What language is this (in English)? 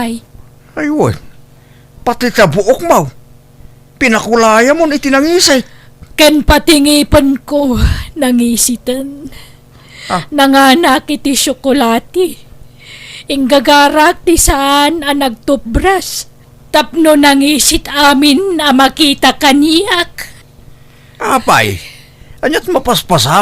Iloko